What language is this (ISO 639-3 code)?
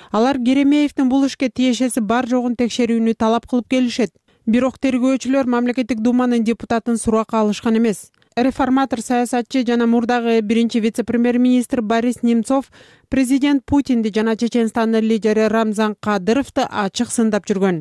kir